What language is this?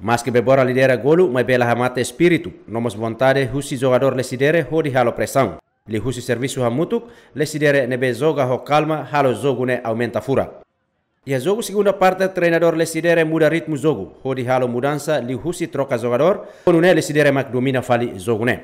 Tetum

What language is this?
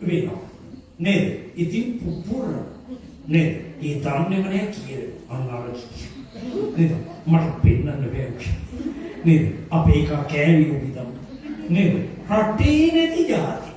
Sinhala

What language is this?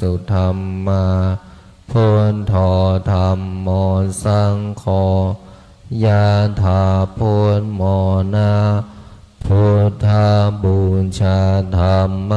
Pali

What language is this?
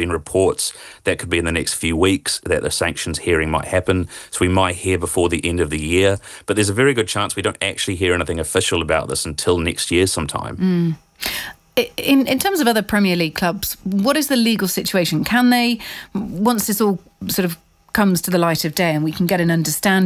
English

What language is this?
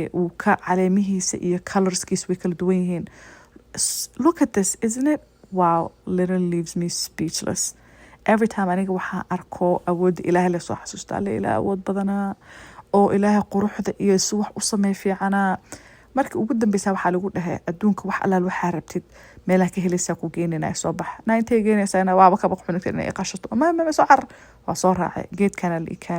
Somali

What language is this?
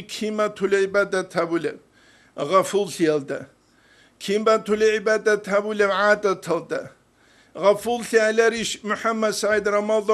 Avaric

